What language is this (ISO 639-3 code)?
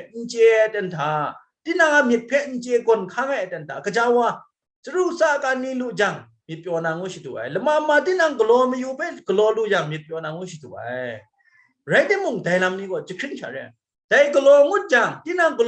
kac